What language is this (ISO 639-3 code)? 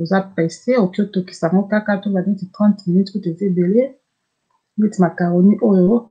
lin